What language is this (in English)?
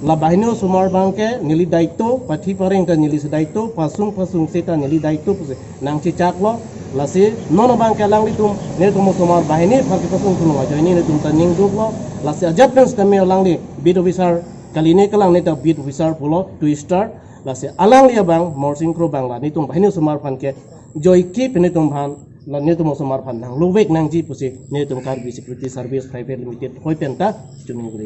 Karbi